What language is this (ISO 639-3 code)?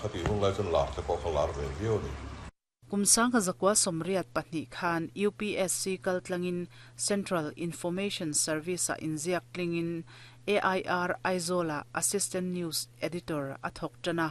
lus